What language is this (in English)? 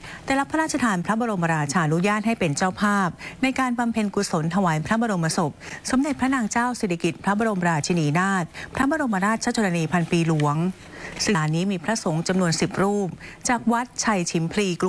Thai